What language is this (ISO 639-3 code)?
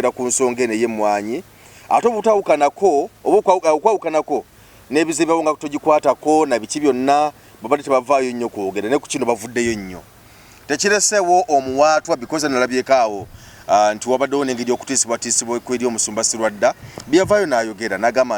lug